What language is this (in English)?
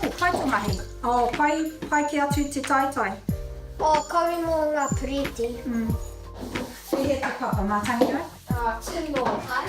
Māori